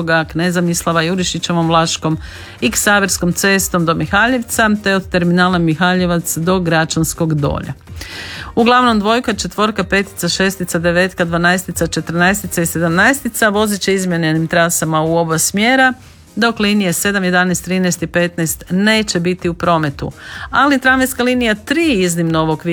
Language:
Croatian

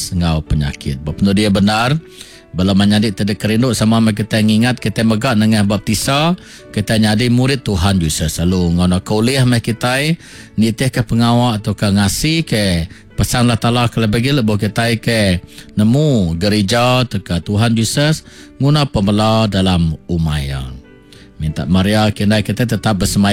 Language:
Iban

